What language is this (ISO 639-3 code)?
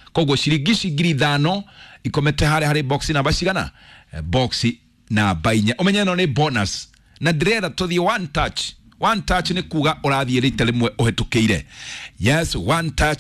kik